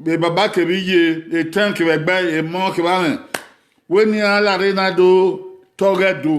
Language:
Bini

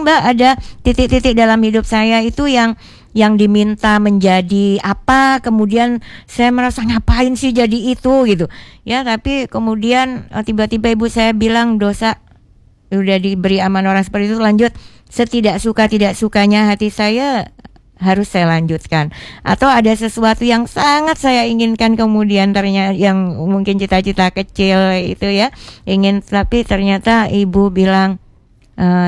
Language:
Indonesian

